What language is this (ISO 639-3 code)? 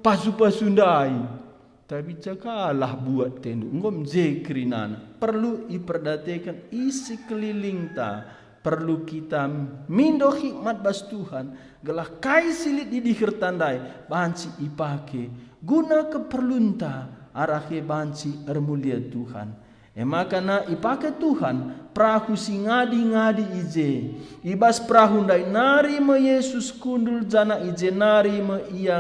btx